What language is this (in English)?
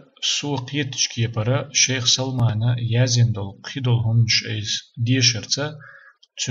Chechen